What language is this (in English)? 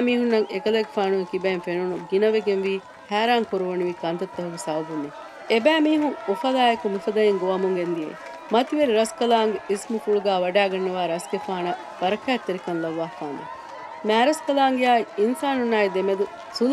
Divehi